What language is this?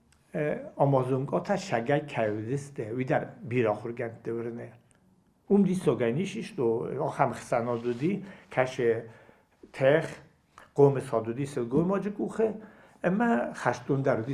Ossetic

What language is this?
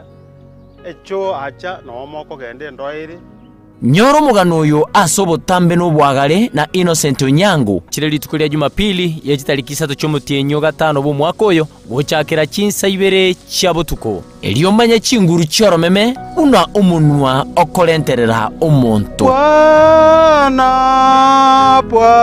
Gusii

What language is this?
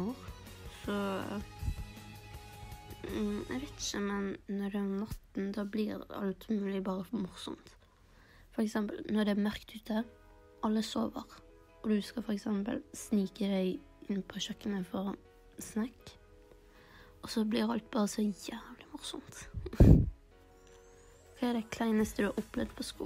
Norwegian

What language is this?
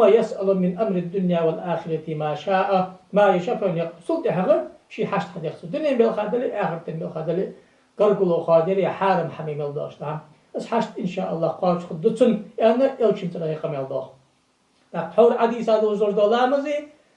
Ingush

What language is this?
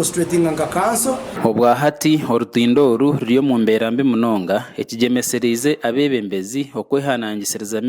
Nyankole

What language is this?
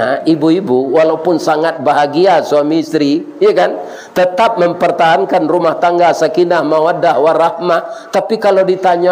Minangkabau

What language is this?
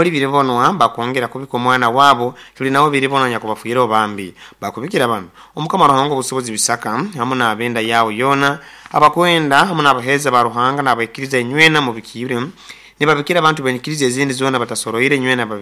Nyoro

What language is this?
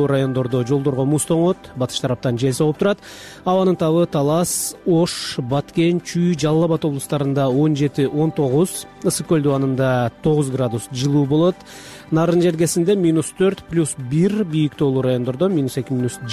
Kyrgyz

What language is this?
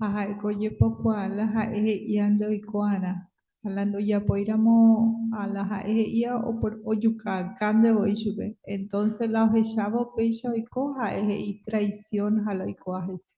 Guarani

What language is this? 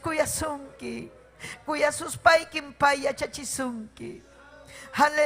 Ayacucho Quechua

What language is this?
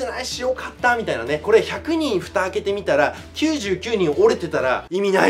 Japanese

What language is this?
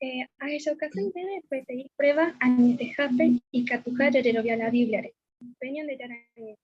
Guarani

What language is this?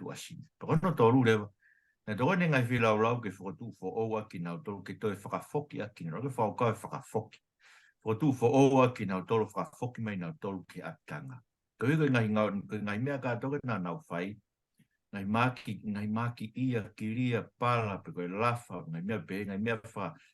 Tongan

